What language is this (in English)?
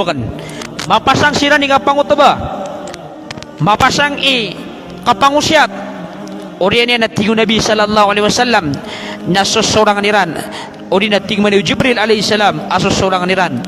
Maranao